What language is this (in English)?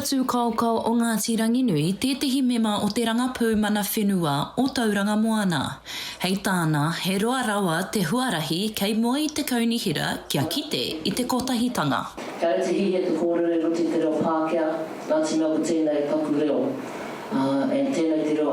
Māori